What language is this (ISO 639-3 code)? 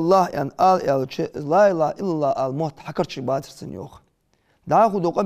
inh